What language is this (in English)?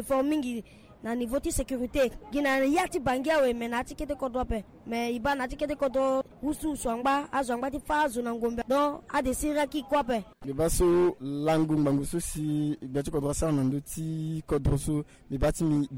Sango